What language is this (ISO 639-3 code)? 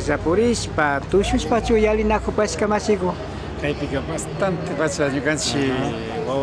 qvi